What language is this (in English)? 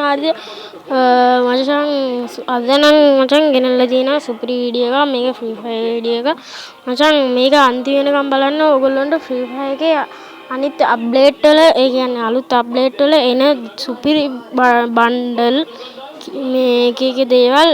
Sinhala